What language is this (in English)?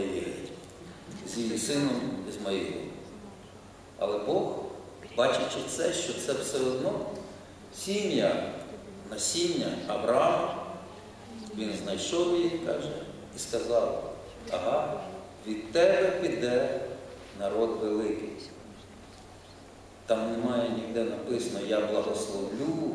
Ukrainian